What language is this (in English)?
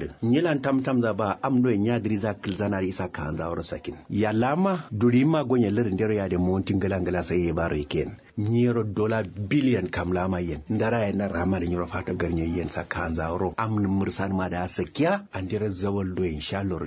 Kanuri